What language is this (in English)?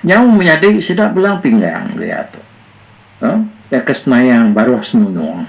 Iban